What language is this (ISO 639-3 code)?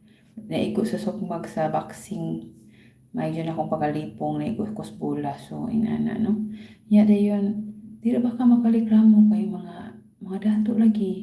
ceb